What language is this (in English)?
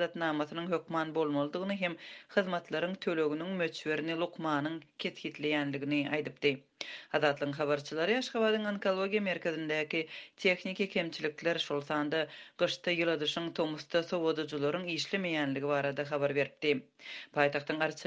Turkmen